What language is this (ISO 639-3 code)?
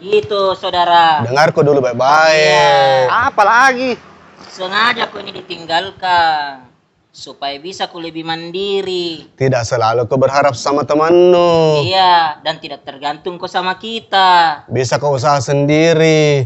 mfp